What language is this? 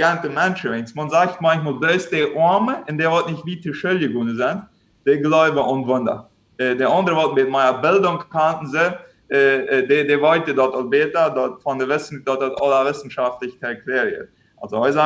Plautdietsch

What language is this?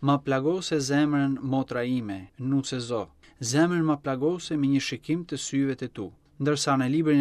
Albanian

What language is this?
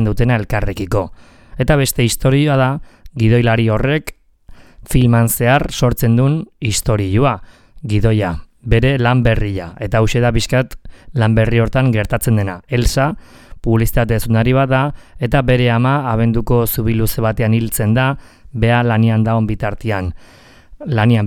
Basque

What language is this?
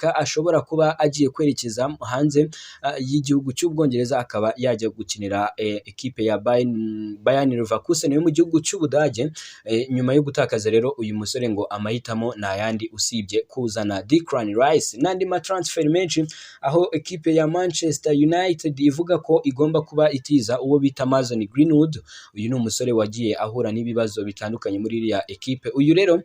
Kinyarwanda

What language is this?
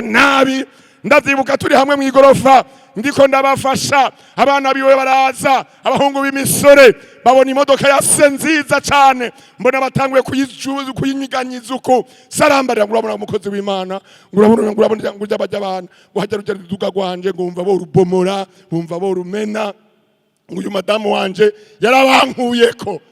Rundi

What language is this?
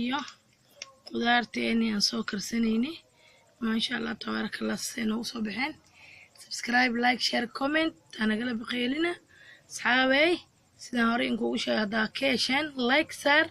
Somali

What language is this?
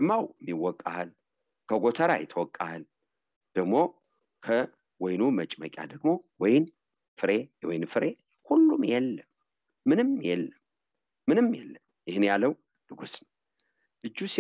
Amharic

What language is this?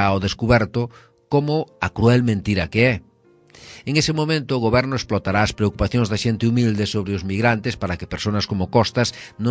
Galician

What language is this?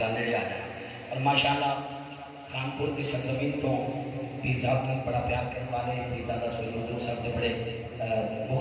Urdu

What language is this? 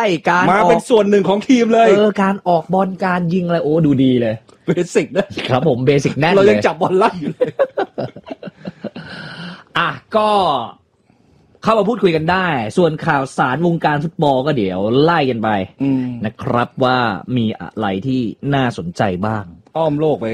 Thai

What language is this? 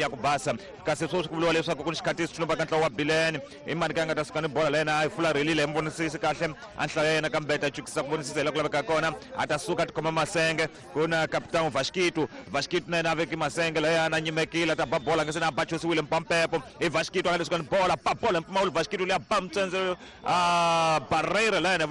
Tsonga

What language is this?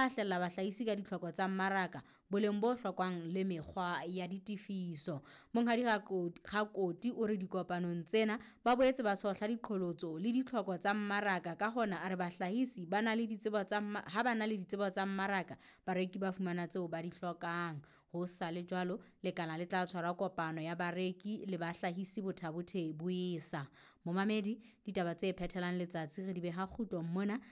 Southern Sotho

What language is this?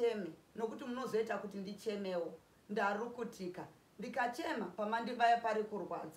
Shona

